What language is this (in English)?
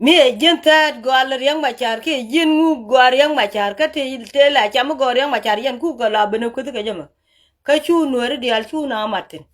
Nuer